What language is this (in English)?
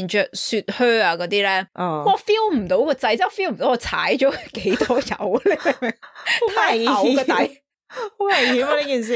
Cantonese